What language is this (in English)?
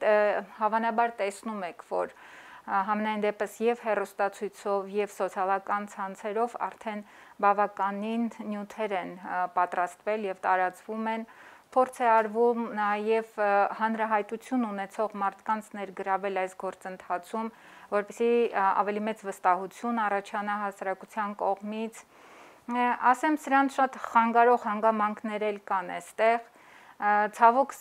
Armenian